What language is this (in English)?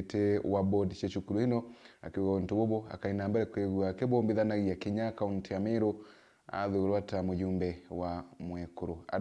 Meru